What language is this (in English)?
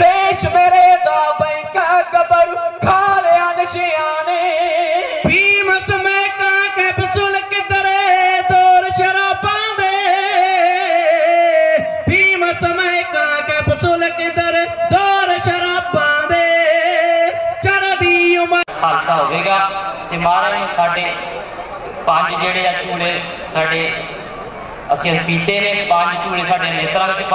Punjabi